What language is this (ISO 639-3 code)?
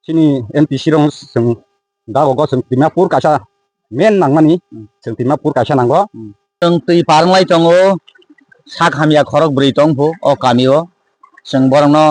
trp